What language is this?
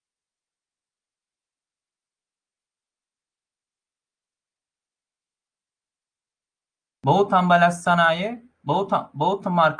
Turkish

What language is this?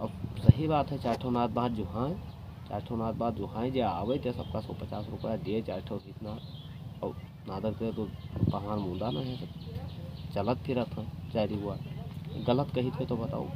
Awadhi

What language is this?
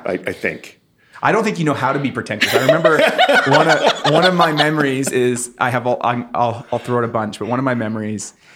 English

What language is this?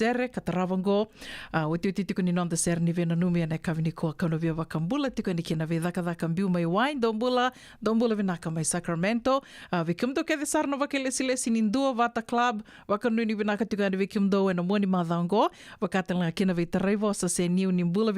Fijian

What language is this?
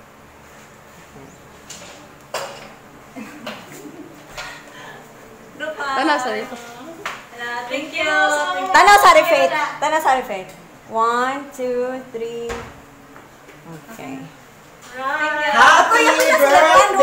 Filipino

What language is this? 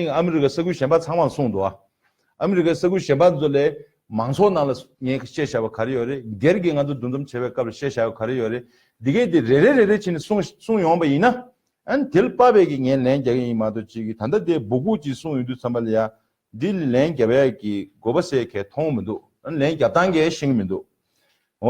Tibetan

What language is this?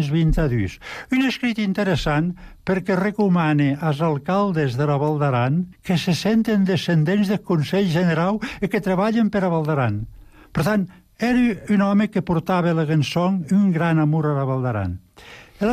Catalan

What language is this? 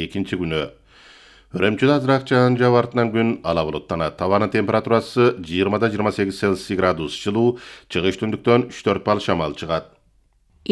Kyrgyz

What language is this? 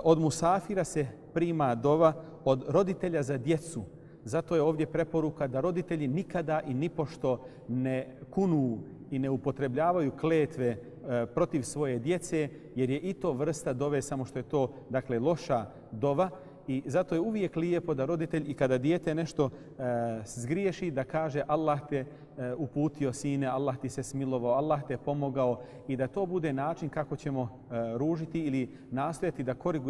Bosnian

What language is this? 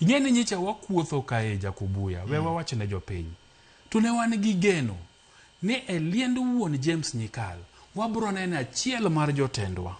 Luo (Kenya and Tanzania)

